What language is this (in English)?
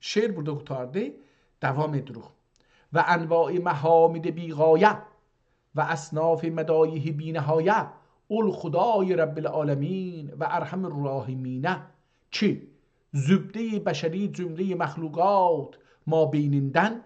South Azerbaijani